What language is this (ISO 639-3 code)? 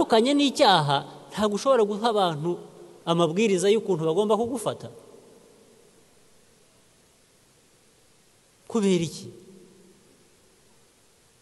kin